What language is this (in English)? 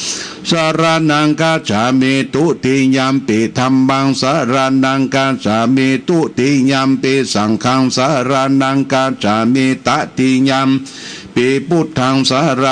Pali